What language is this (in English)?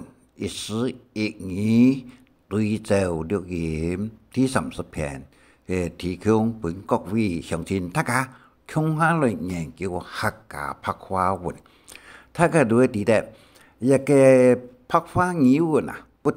Hakka Chinese